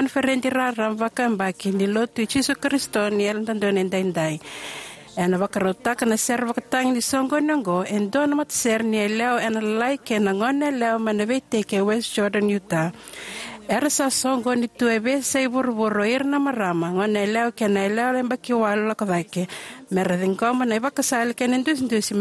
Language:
Fijian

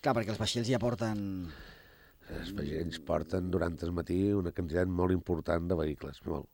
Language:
Catalan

